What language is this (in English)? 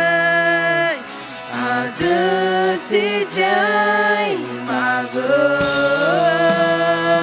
Akha